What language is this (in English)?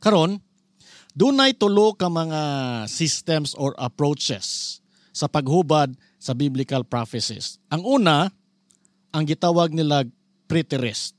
Cebuano